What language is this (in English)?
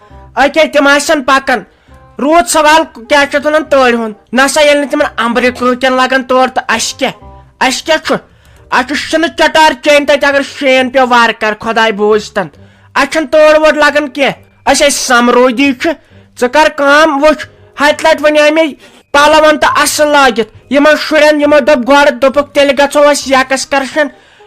Kashmiri